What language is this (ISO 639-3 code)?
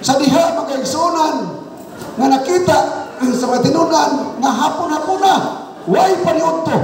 ceb